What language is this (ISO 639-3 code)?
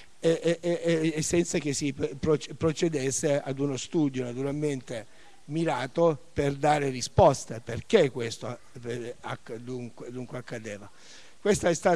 ita